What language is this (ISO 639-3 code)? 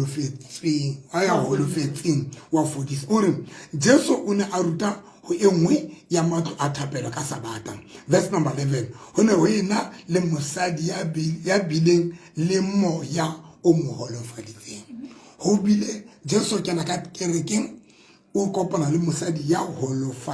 sot